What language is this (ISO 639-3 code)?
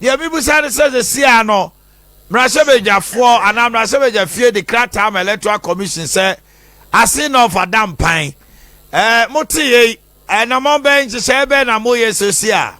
aka